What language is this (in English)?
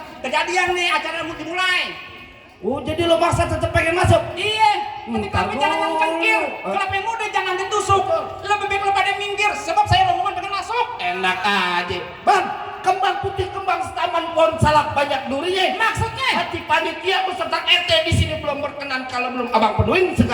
Betawi